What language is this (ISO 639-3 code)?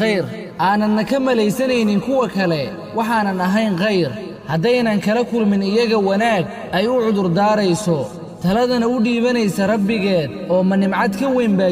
som